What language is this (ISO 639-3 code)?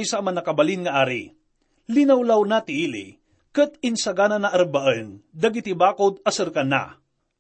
ilo